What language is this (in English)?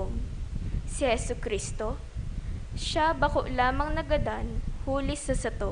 Bikol